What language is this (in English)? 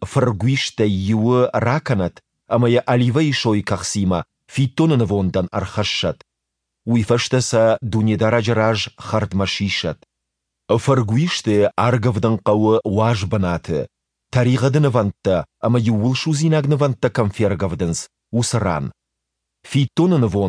Ossetic